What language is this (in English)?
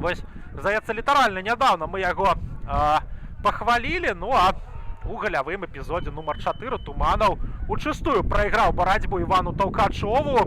Belarusian